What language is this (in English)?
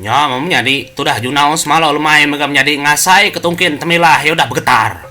Iban